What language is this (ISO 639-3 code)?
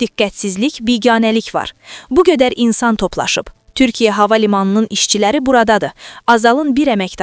aze